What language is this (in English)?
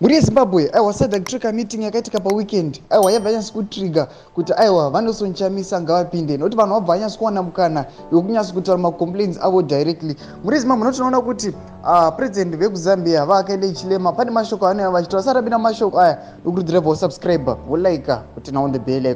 Shona